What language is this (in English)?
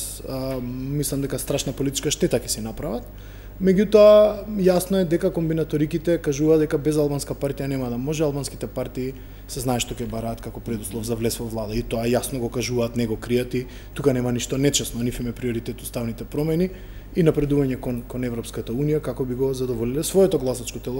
Macedonian